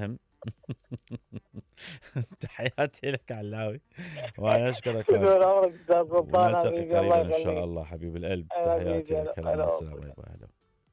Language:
Mesopotamian Arabic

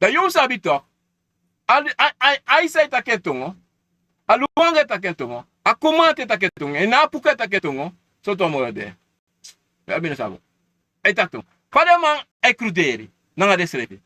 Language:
Sranan Tongo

